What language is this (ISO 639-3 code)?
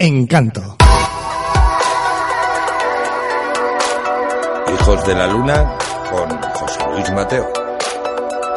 spa